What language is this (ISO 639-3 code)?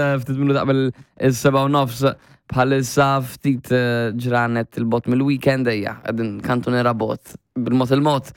mlt